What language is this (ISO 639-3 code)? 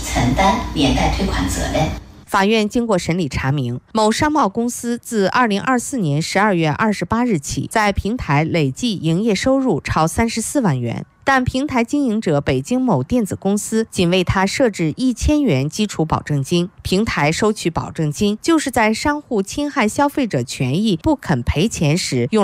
zho